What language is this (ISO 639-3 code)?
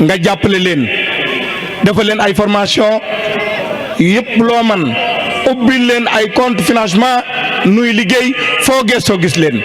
wol